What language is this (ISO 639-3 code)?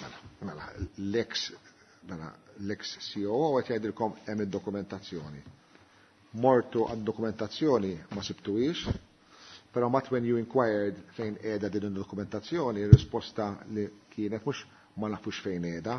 mlt